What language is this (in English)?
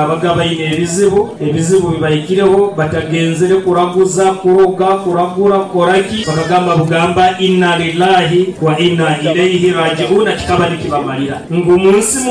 Nyoro